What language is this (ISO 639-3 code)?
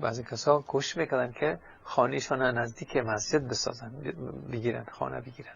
fas